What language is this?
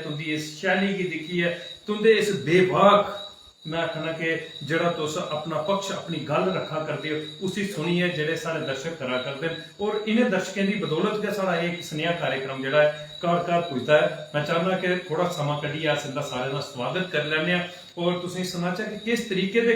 Dogri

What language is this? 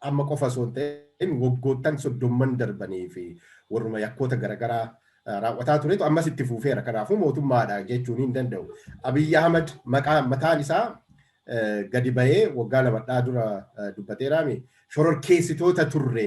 Oromo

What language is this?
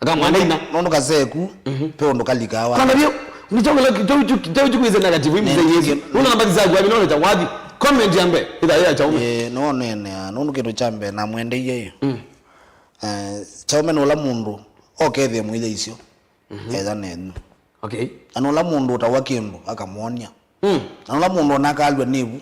Kamba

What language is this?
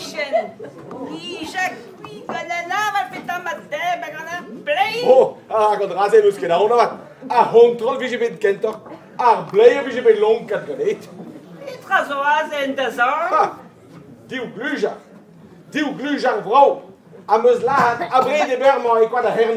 Breton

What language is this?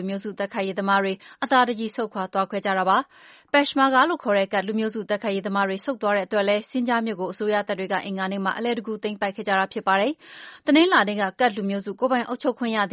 Burmese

